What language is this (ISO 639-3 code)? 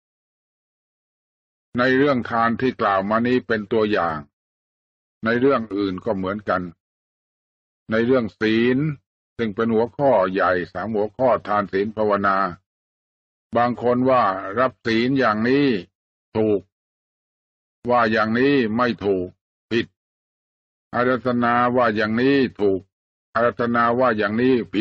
tha